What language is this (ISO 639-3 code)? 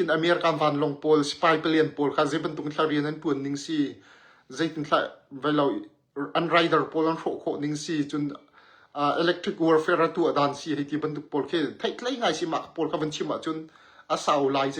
cnh